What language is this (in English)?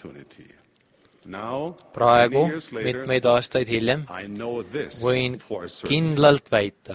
Estonian